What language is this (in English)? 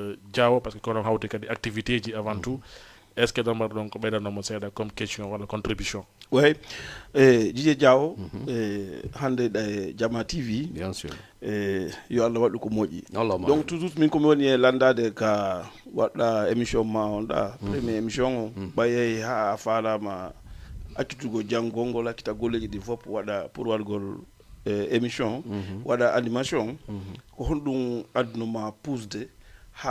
Fula